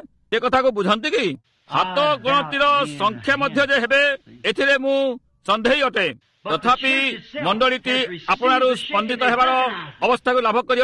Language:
Odia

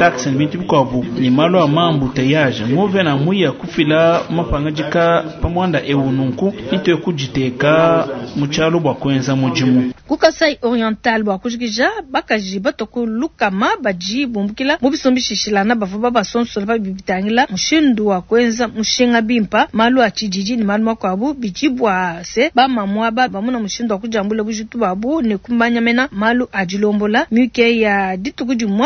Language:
Luba-Lulua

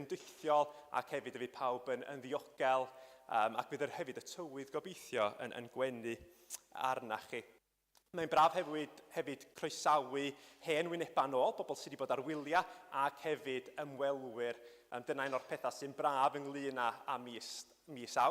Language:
Welsh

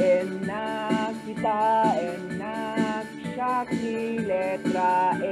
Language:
Iloko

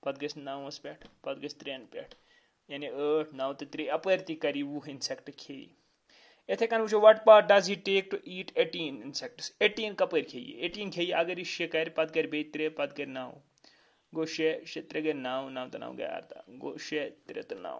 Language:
Kashmiri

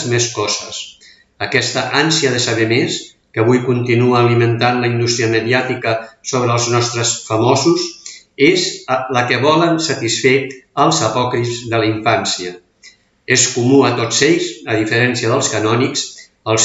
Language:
Catalan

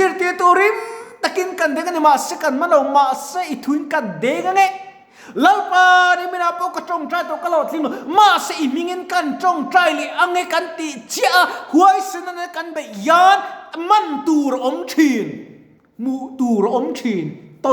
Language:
Mizo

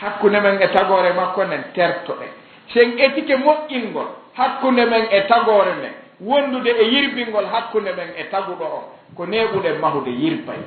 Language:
Fula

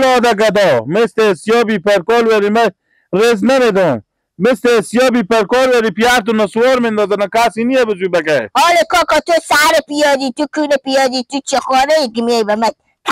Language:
Persian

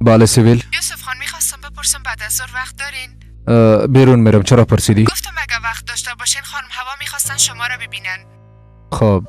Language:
Persian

